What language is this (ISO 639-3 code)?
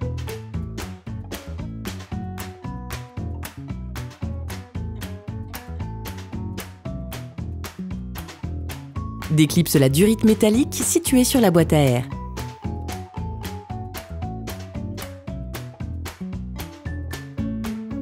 fra